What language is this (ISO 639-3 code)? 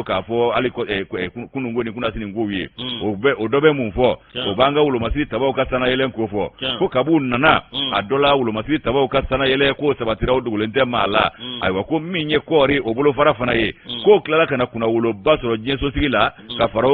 bam